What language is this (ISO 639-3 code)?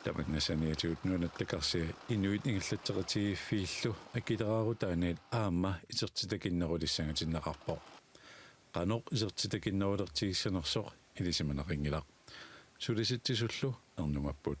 kal